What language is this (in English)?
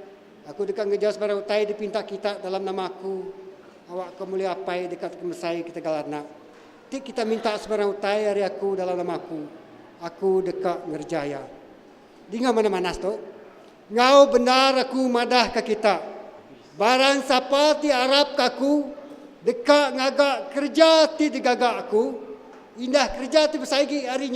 Iban